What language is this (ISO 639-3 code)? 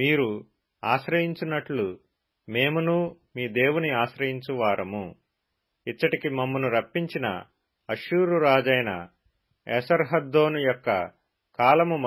tel